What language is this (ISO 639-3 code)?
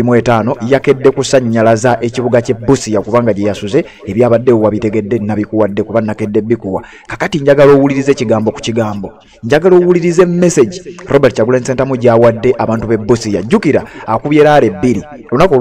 lug